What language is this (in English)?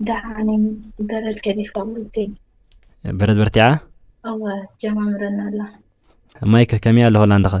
Tigrinya